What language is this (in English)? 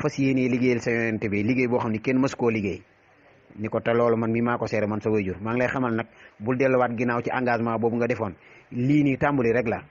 Wolof